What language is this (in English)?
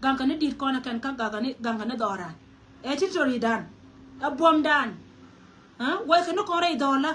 Nuer